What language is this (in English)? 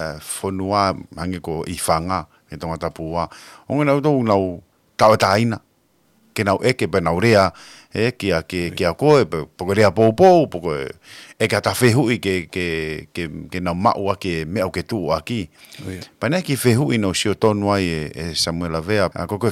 Tongan